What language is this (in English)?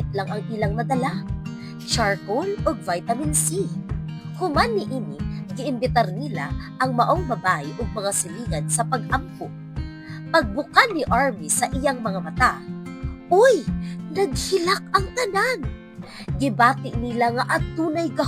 Cebuano